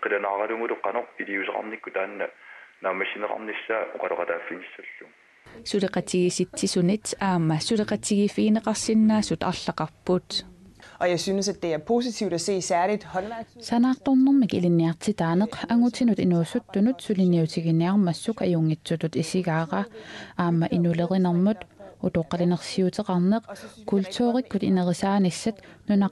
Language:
Kalaallisut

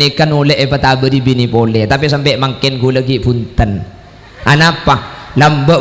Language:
Madurese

